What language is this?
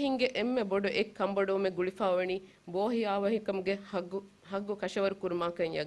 Divehi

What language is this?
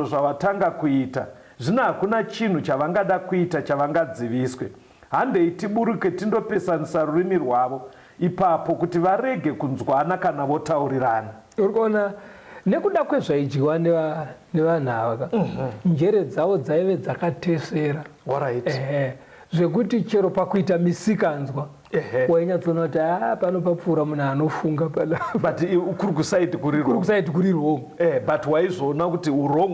Shona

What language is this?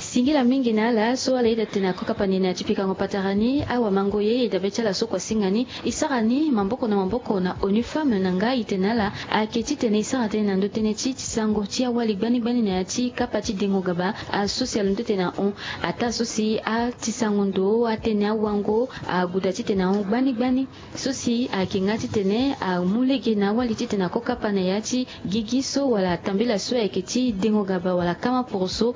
Sango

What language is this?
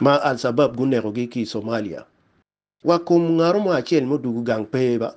Acoli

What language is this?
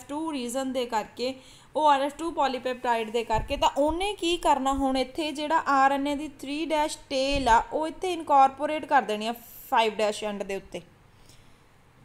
Punjabi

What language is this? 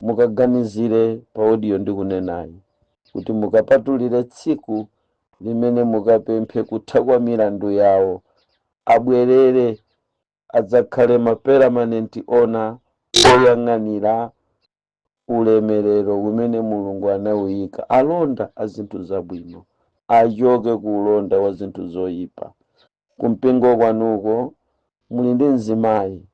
Nyanja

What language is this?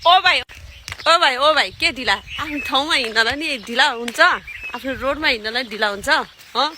Nepali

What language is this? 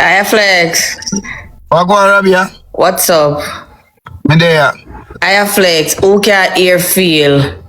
Jamaican Creole English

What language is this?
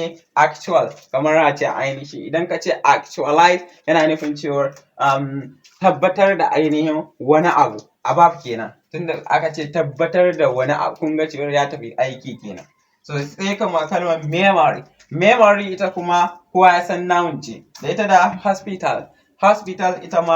Hausa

